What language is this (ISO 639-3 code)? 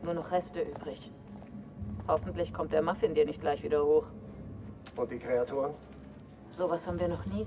bar